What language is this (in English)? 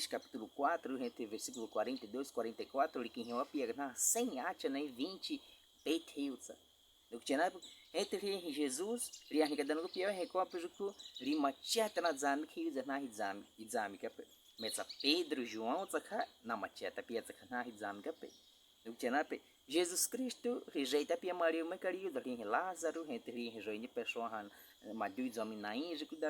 Baniwa